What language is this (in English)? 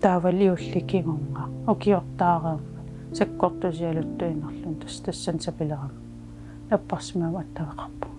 Kalaallisut